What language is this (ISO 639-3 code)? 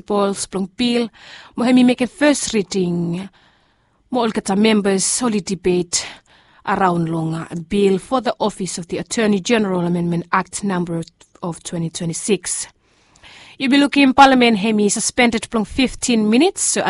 bis